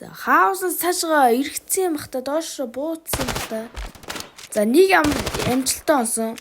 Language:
Mongolian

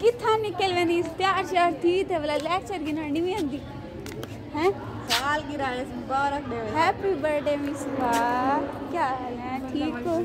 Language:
Saraiki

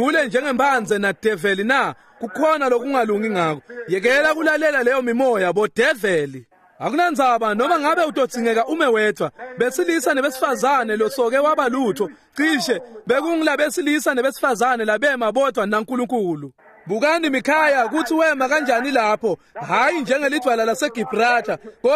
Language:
Swati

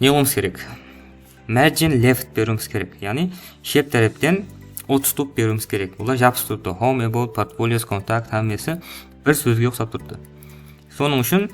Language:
Kara-Kalpak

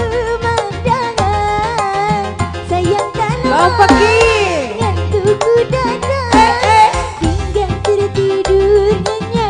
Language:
Betawi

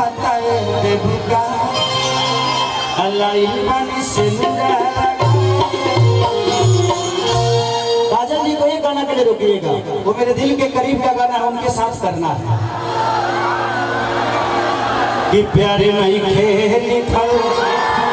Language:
Bhojpuri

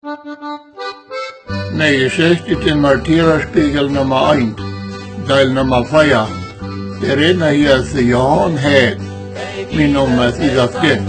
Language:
Plautdietsch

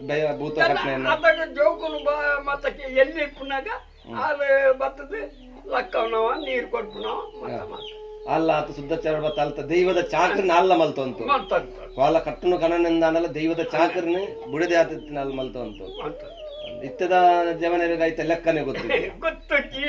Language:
Tulu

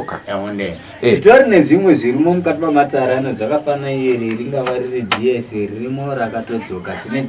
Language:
Shona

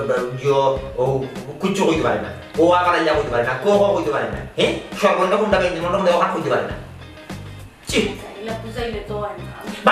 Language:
Sylheti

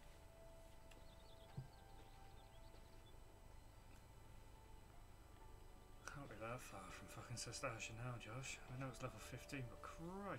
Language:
English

